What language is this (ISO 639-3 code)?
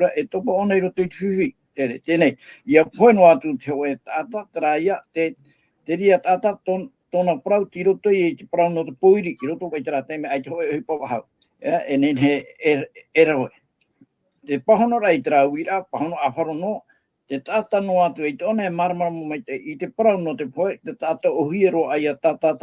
tah